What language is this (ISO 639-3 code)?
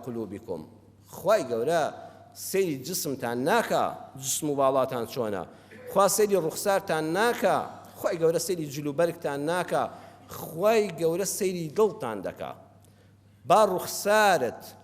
ckb